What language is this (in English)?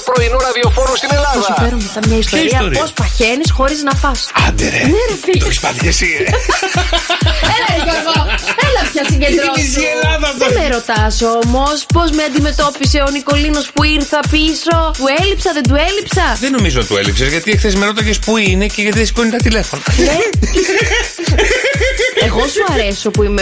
Greek